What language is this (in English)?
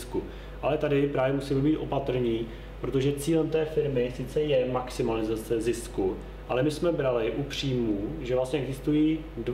Czech